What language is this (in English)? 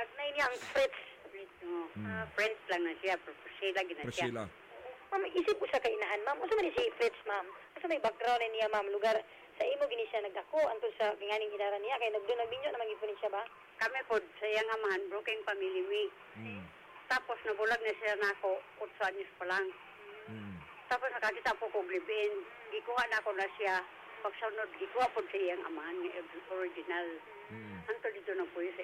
Cebuano